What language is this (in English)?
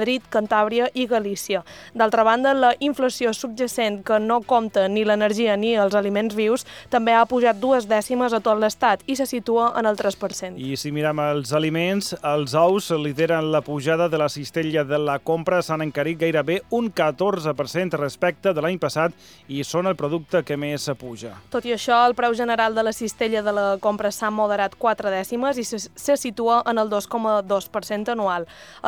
Catalan